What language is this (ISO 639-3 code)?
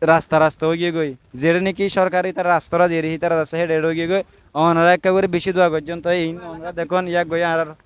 rhg